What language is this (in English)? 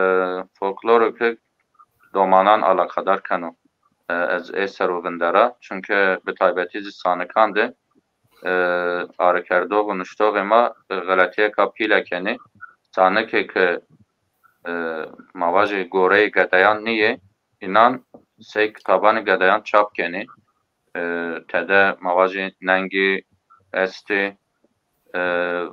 Zaza